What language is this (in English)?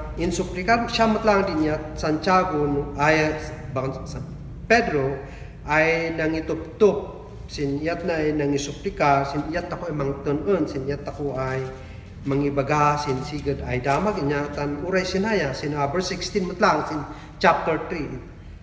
Kankanaey